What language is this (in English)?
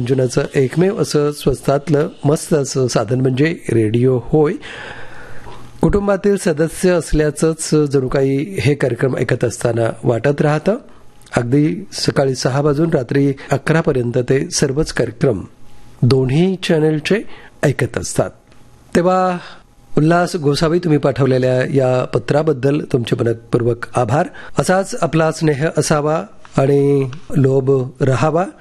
Marathi